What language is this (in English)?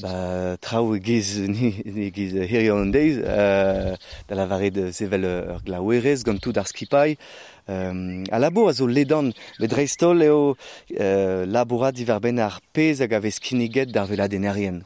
Breton